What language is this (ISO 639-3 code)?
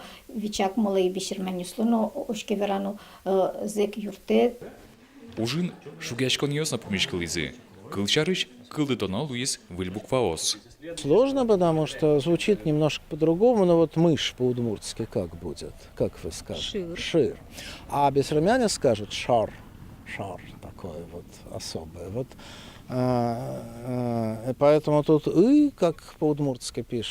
udm